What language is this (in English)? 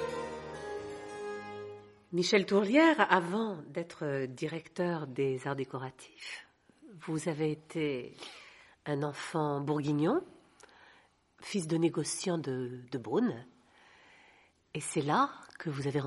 French